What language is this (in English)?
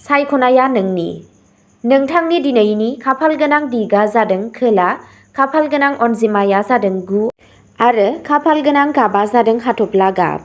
Bodo